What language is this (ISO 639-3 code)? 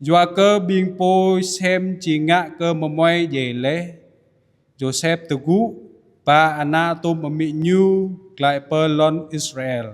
jra